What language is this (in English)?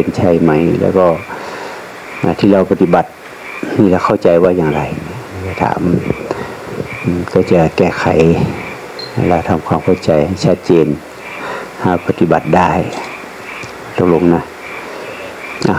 Thai